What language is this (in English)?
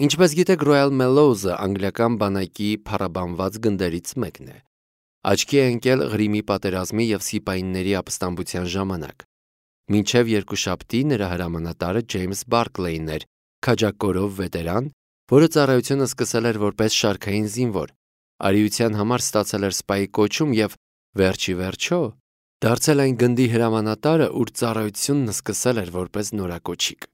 Armenian